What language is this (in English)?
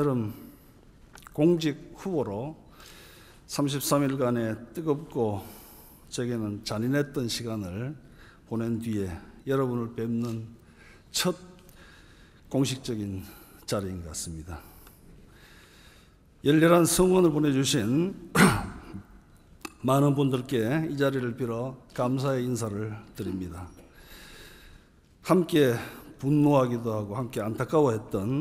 Korean